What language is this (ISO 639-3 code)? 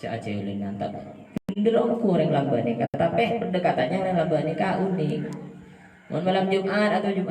mad